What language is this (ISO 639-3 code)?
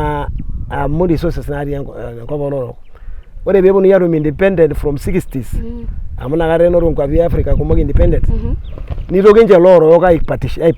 mas